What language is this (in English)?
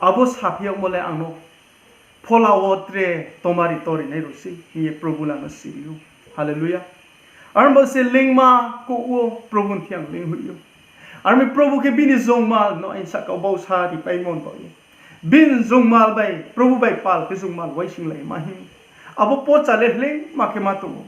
Riang (India)